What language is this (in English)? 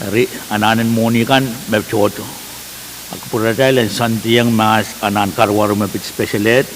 Pohnpeian